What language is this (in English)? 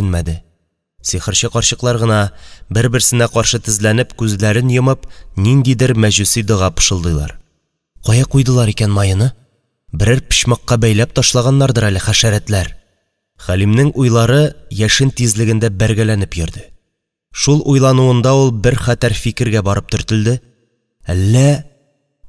Tatar